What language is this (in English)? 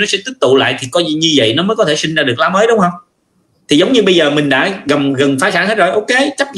Vietnamese